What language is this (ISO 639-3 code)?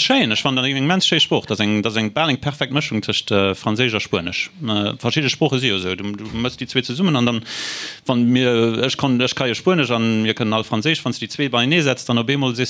ltz